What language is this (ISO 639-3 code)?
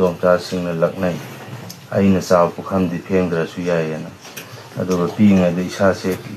mni